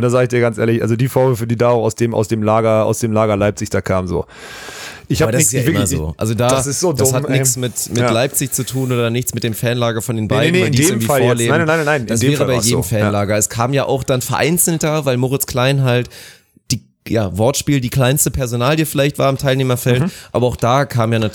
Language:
German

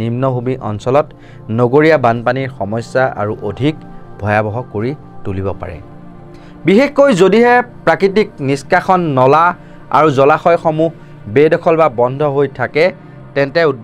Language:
Assamese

